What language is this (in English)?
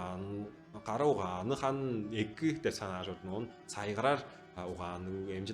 Tuvinian